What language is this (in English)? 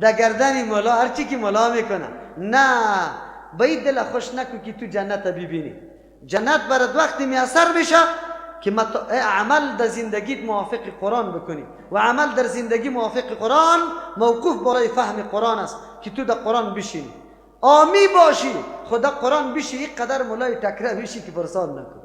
Persian